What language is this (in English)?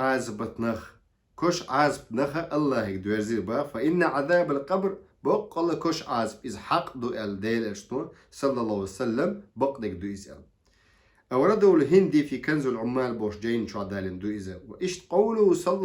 Chechen